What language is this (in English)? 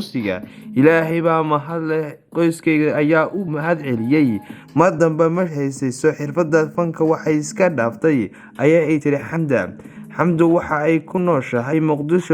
Somali